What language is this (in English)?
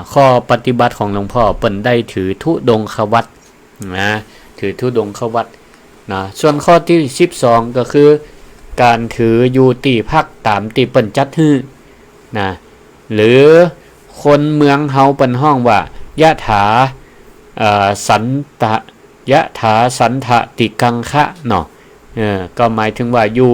Northern Thai